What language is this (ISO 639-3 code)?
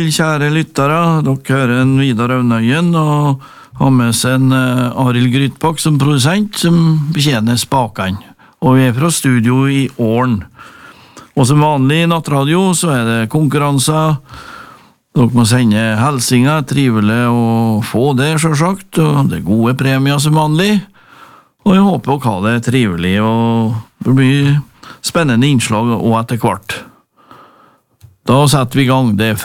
nor